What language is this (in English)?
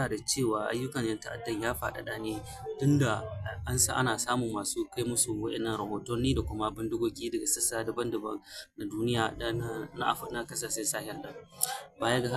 Hausa